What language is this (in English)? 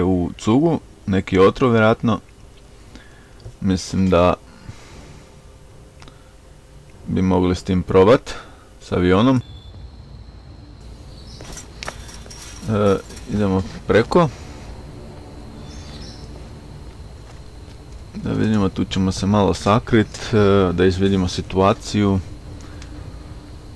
Croatian